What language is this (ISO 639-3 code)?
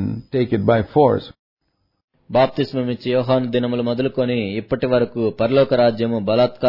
tel